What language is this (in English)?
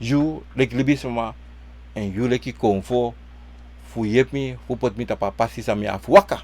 Sranan Tongo